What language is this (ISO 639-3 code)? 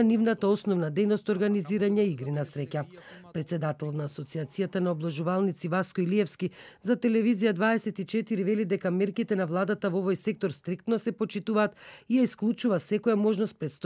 mkd